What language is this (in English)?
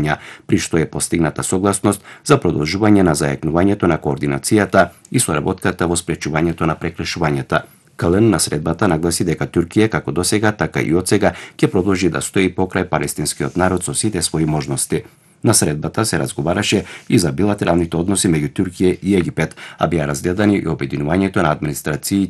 Macedonian